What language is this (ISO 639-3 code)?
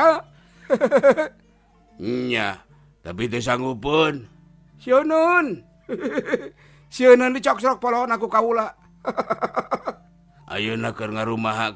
sun